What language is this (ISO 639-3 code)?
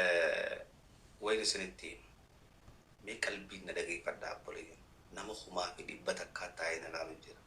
orm